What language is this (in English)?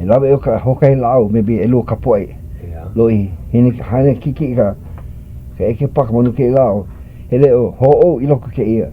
Hawaiian